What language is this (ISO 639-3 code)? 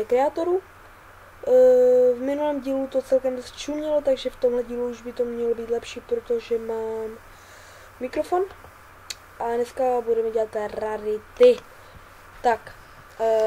ces